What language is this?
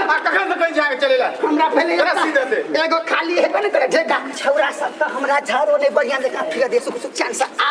Maithili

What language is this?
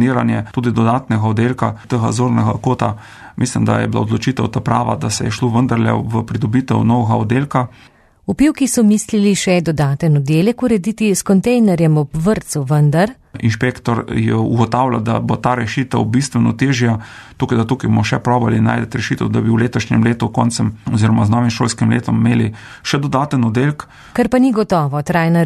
Slovenian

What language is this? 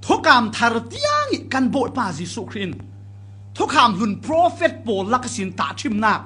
Falam Chin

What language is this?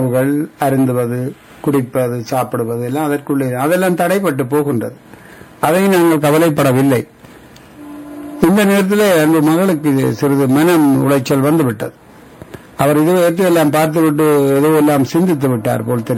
Tamil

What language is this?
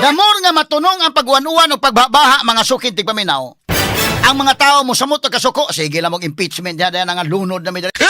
Cebuano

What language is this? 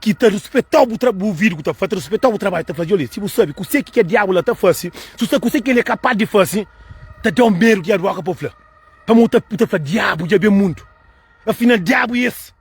Kabuverdianu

